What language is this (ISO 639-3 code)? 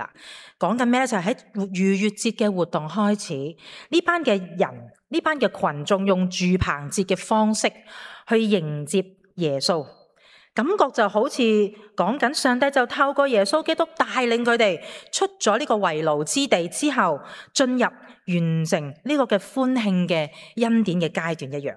yue